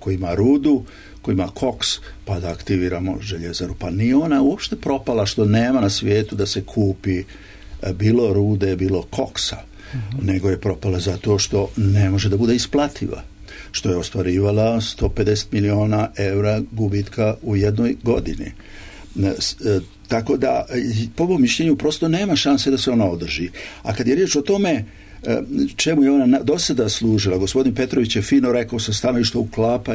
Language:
Serbian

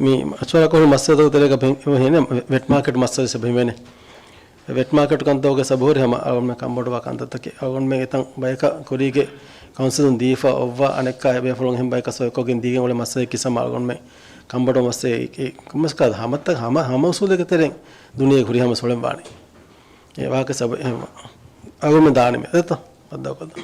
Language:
Divehi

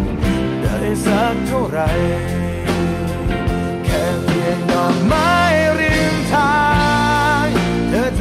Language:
Thai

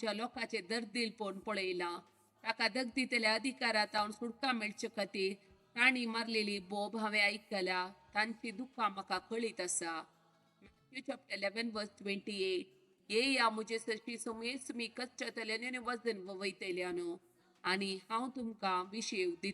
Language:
Konkani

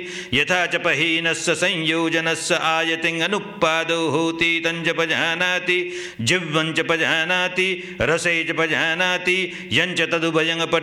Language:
Pali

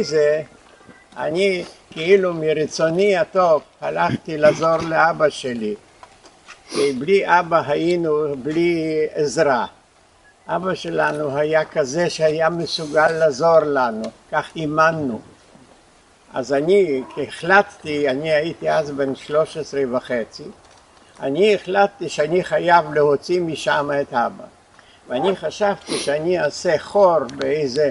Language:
Hebrew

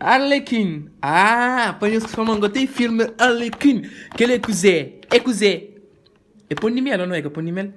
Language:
Kabuverdianu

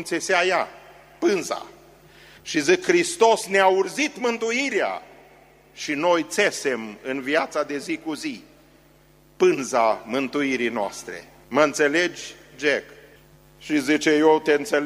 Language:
Romanian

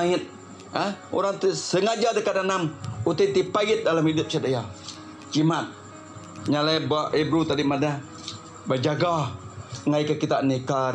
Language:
Iban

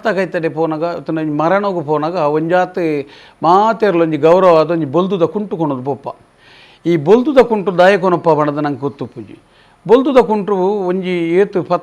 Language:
Tulu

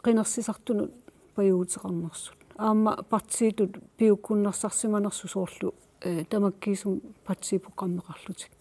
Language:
Kalaallisut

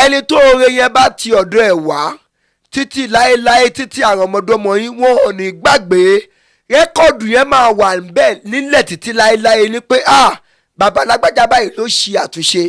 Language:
Yoruba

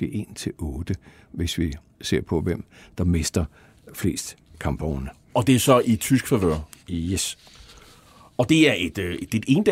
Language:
Danish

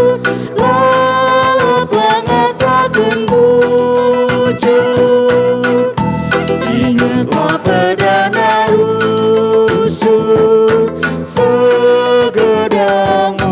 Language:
Batak Karo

